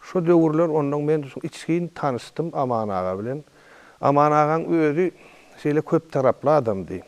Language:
Turkmen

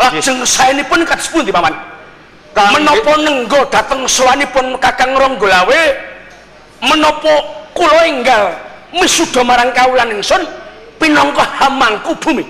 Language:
Javanese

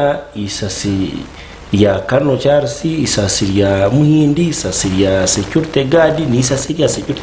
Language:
Nyankole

